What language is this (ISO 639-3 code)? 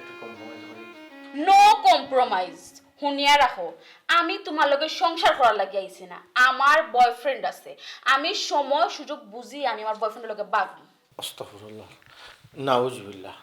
syl